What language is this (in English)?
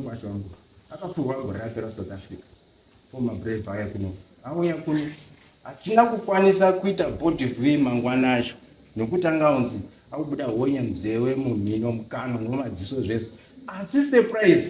Shona